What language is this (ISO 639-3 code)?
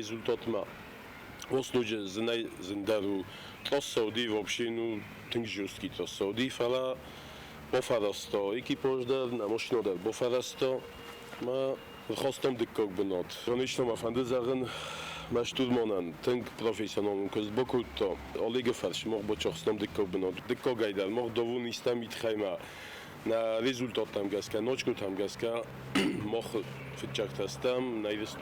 oss